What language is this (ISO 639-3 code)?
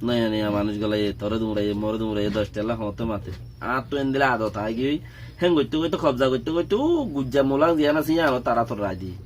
rhg